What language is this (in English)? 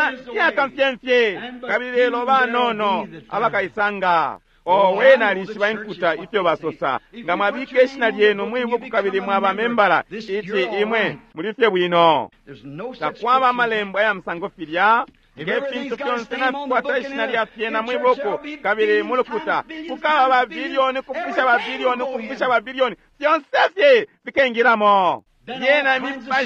Bemba